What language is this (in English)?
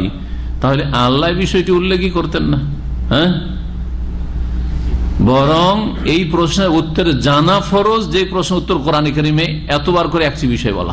Bangla